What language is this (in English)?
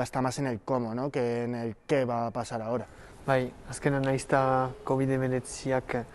Basque